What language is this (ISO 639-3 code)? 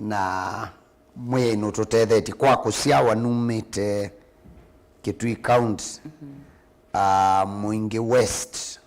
kam